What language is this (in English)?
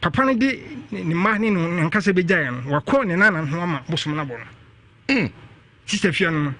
Akan